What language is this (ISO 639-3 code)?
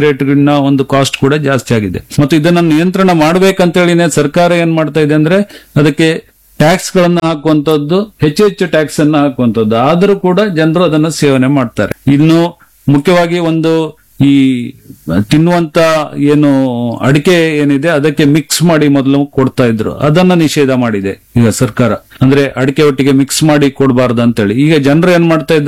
kan